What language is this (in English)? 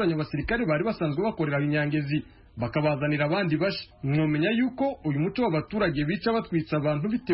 Kinyarwanda